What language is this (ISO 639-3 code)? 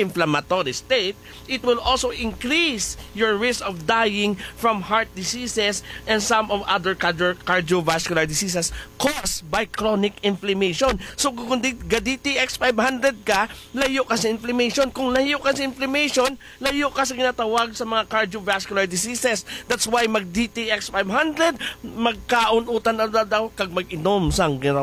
hil